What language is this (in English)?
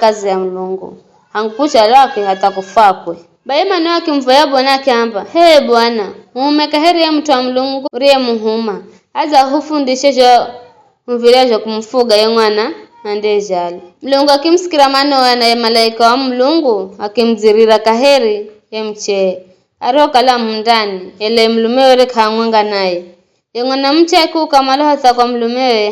Giryama